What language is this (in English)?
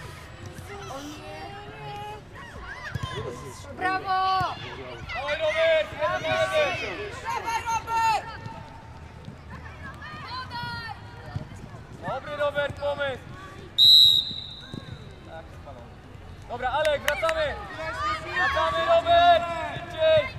Polish